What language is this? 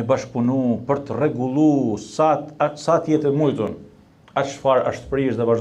Albanian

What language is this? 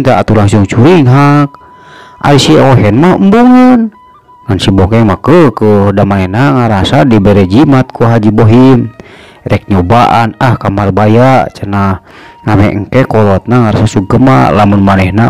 Sundanese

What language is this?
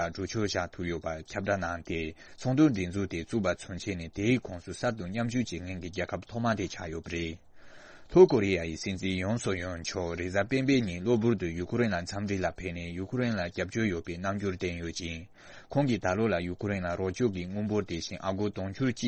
Tibetan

